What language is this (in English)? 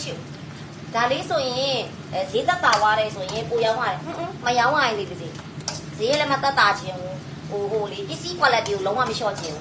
Burmese